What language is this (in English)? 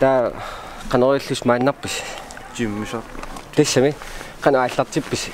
Kalaallisut